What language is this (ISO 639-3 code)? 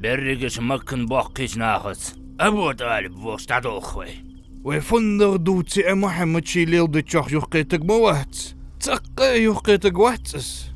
inh